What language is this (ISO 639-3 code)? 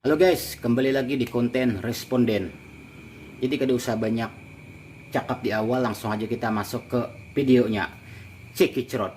bjn